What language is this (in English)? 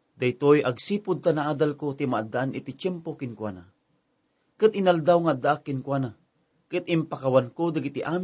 Iloko